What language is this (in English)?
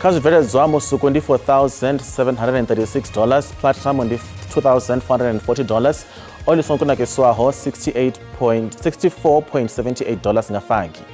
Venda